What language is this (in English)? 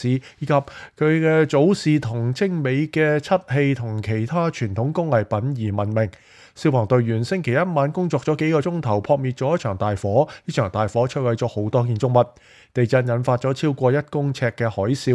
Cantonese